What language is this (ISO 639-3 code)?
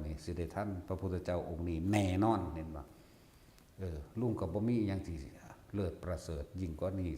tts